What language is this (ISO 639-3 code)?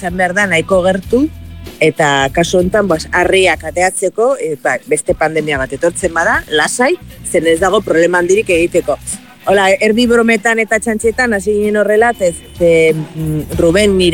eus